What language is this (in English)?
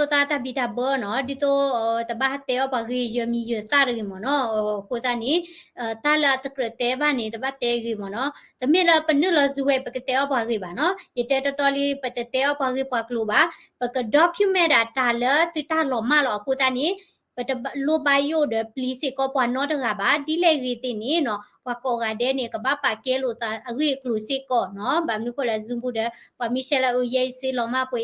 S'gaw Karen